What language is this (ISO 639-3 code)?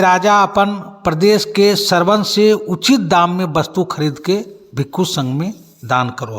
mag